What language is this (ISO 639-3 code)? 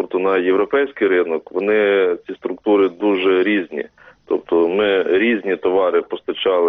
ukr